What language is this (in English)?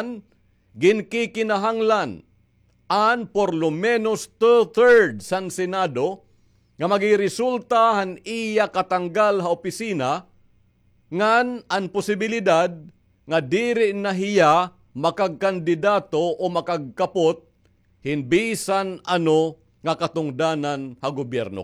Waray